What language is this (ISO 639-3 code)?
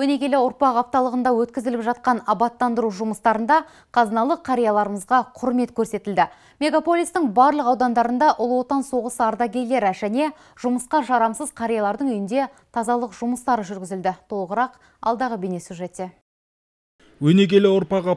kaz